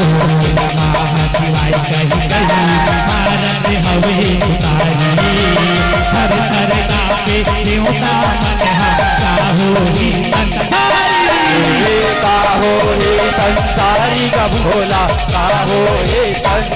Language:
Chhattisgarhi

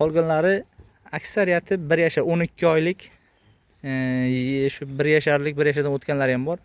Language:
Uzbek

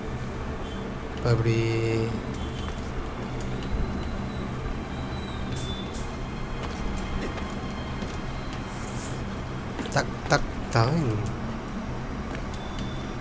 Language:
Tamil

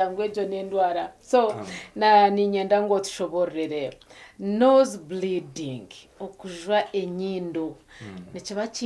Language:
Nyankole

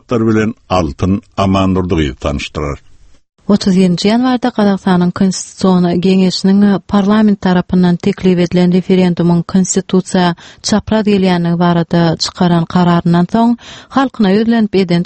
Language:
Turkmen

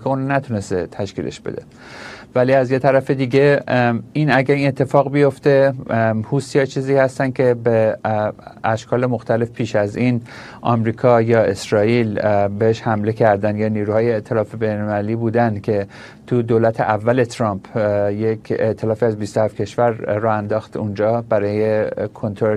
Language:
Persian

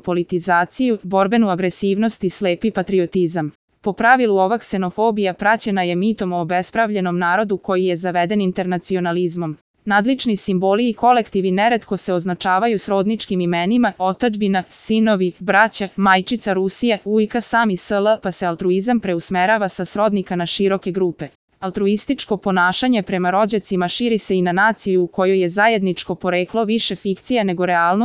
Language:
Serbian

